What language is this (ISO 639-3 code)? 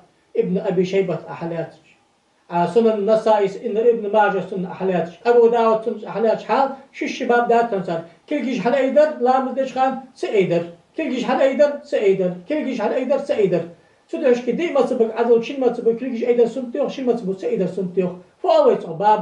inh